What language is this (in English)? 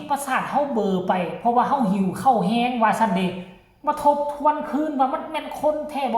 Northeastern Thai